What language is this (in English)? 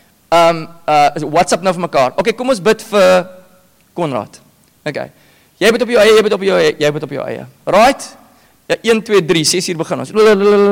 Afrikaans